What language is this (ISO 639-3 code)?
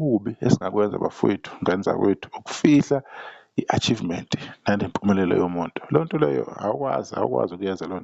zul